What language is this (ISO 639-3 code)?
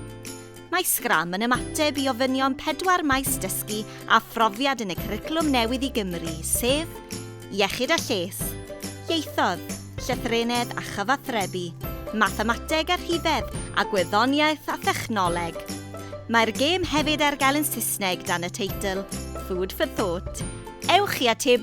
cym